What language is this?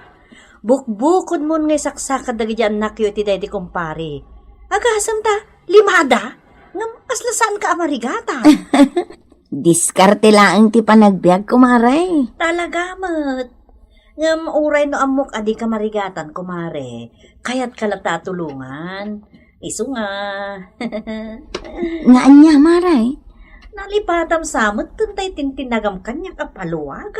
Iloko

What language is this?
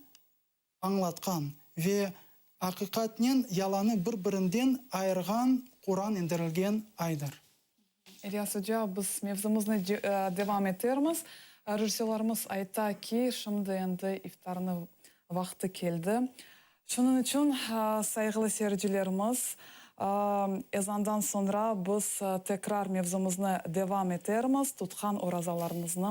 Crimean Tatar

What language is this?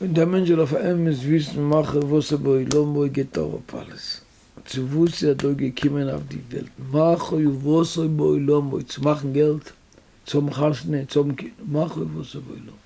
Yiddish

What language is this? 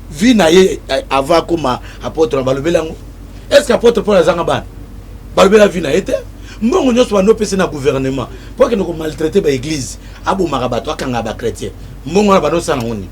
Lingala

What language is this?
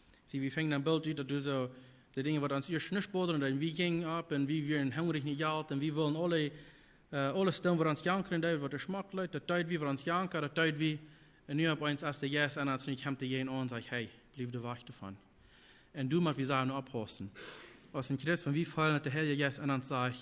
Plautdietsch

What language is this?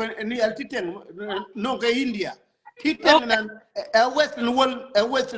Nuer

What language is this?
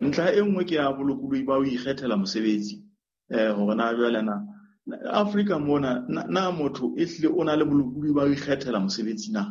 Southern Sotho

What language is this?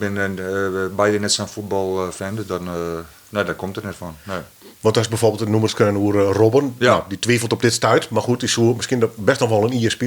Western Frisian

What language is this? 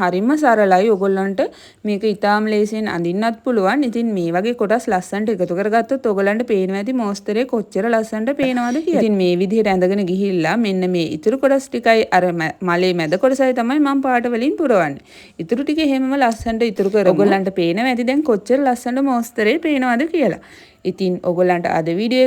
Sinhala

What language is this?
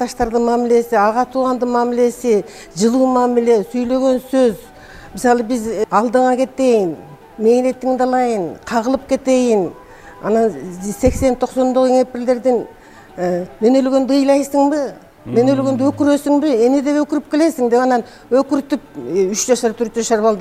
Kyrgyz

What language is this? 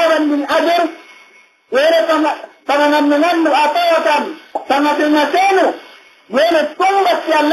Yakan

